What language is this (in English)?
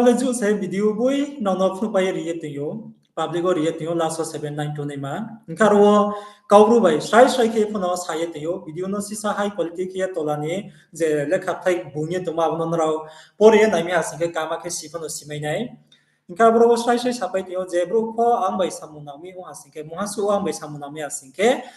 Riang (India)